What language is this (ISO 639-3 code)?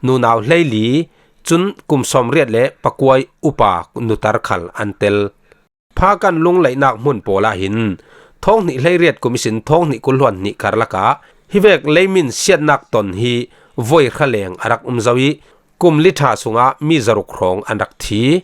cfm